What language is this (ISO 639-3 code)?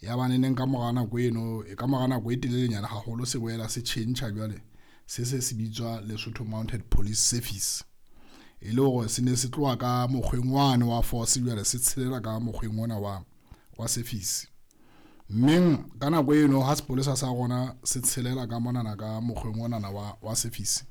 sot